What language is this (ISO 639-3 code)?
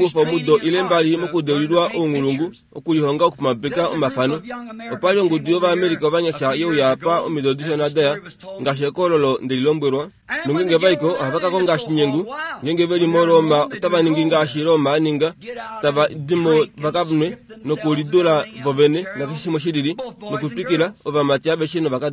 kua